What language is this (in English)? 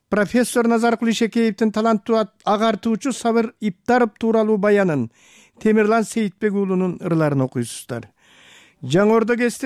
Kyrgyz